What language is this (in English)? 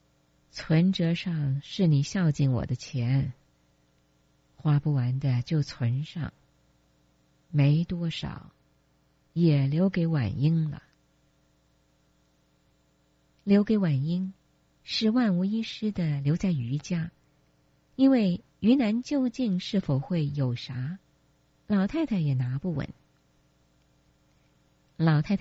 Chinese